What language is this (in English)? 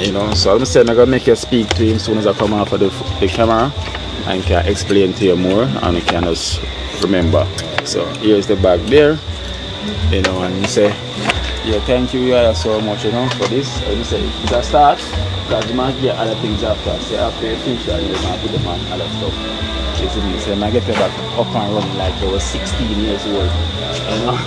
Jamaican Creole English